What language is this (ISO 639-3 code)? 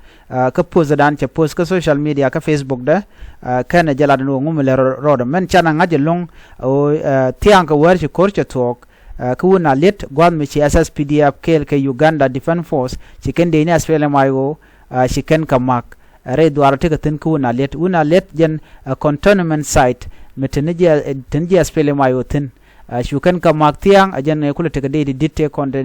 nus